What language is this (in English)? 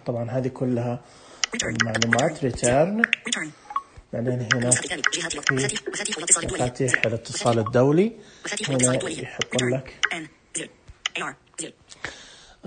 Najdi Arabic